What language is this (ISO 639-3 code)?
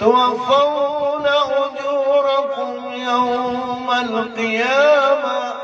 mrw